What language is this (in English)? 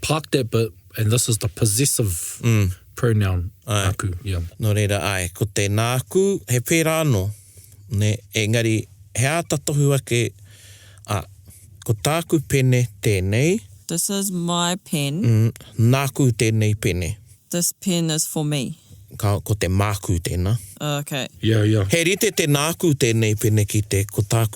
Māori